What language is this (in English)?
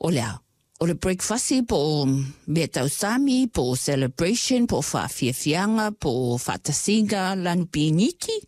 Samoan